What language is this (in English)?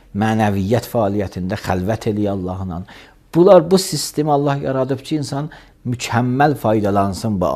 Azerbaijani